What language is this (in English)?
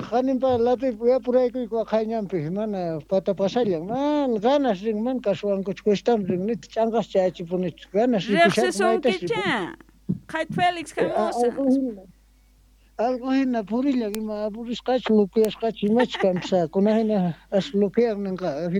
Quechua